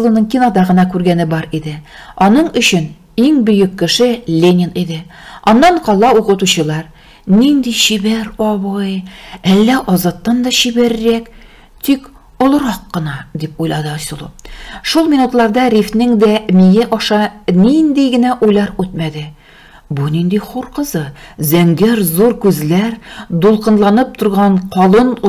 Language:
Tatar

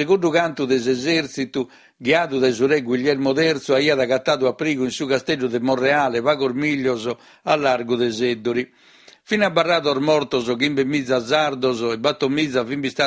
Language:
Sardinian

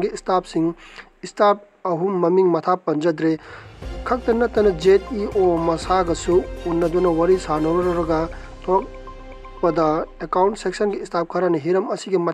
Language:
Manipuri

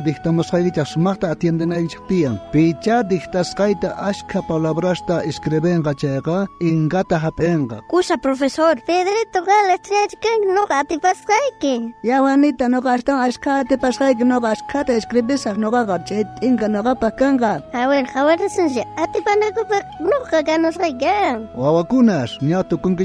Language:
South Bolivian Quechua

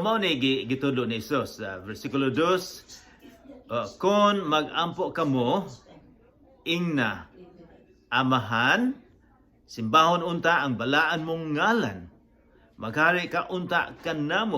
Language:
Cebuano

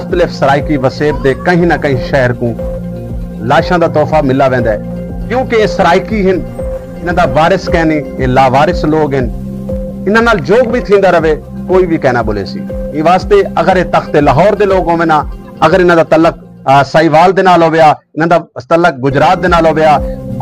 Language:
Saraiki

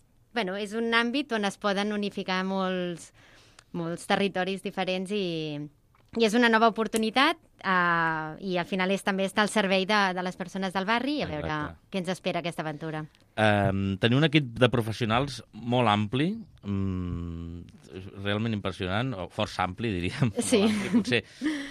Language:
Catalan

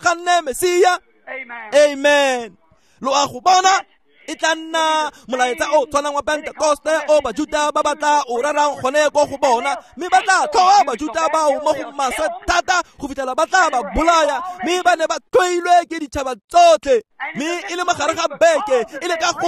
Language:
Tswana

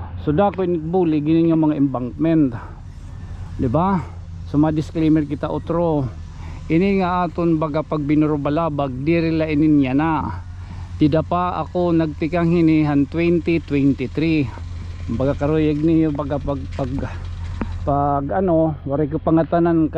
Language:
Waray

